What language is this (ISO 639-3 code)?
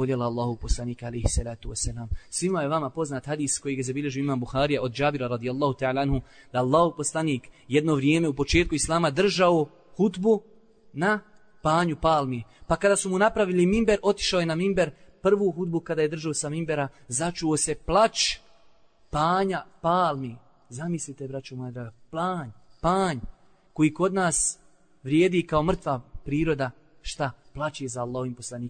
bos